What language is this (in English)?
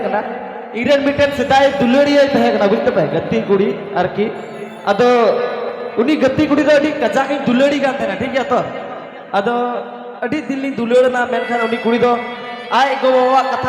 Santali